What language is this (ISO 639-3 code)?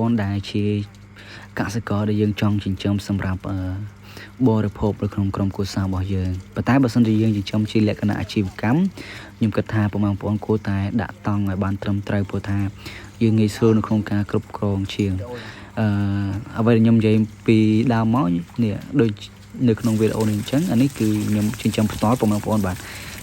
khm